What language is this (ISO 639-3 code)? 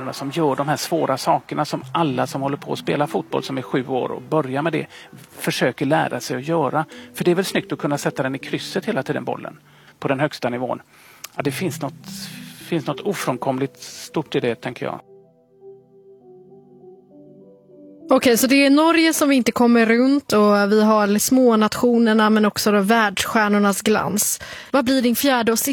swe